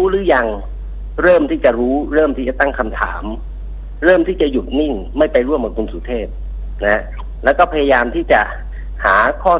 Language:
Thai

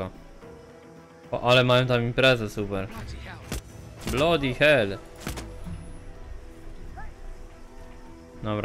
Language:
Polish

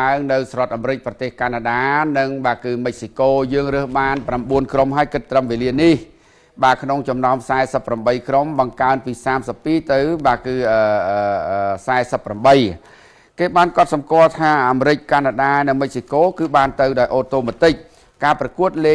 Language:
Khmer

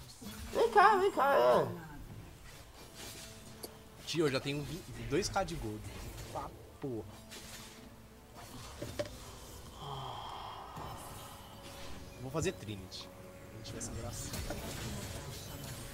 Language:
Portuguese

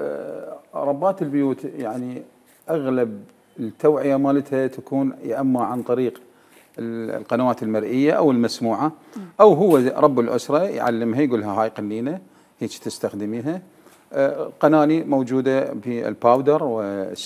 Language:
Mesopotamian Arabic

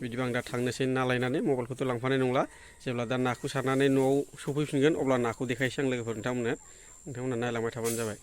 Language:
Bodo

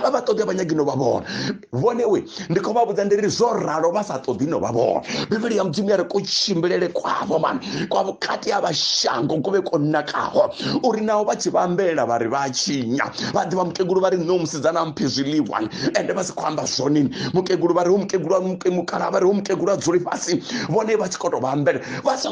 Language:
Venda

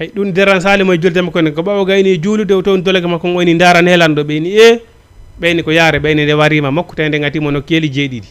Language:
Fula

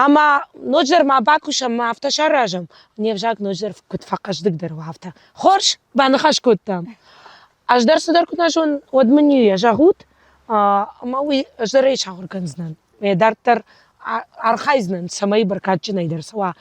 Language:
Ossetic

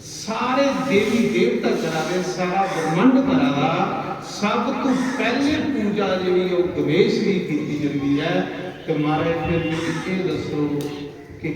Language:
Dogri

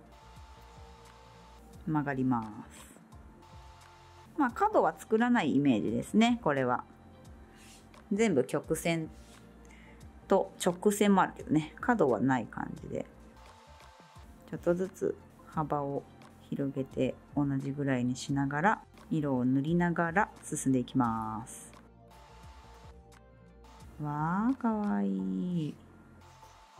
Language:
Japanese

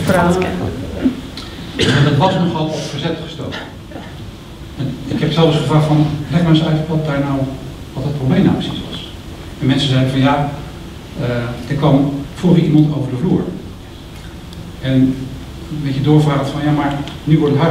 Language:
Dutch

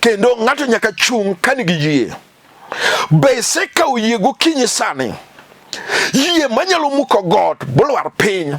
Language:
Luo (Kenya and Tanzania)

